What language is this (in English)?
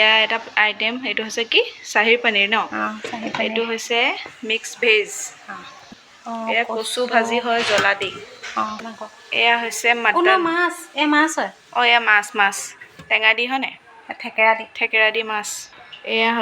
Assamese